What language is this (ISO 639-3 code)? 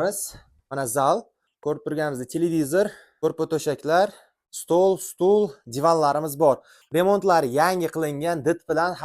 uzb